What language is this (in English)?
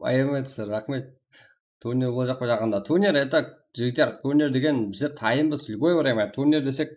Kara-Kalpak